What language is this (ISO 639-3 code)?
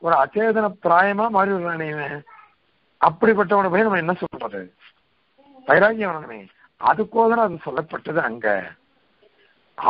tam